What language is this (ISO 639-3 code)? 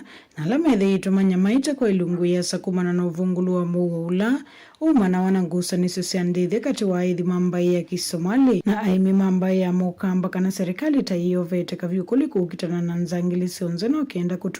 kam